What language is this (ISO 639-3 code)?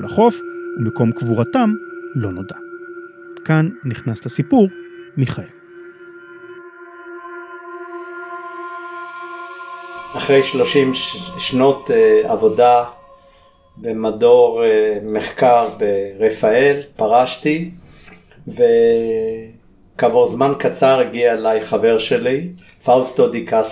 heb